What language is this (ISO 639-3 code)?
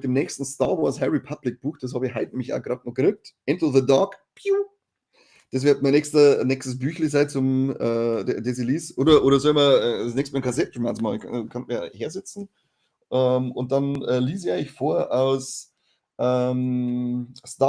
bar